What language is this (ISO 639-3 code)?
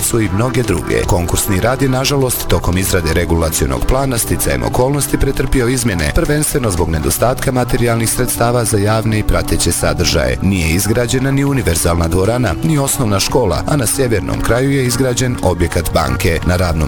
bos